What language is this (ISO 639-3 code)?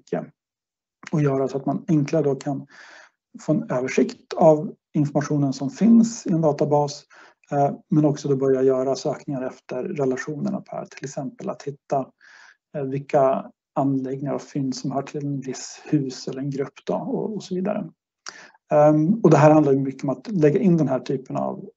swe